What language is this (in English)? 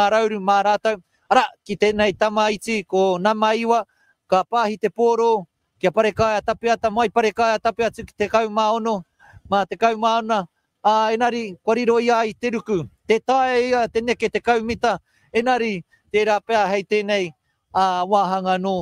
Māori